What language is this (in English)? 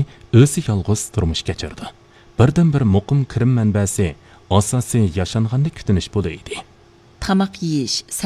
Uyghur